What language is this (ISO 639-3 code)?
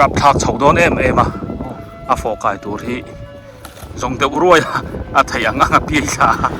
biu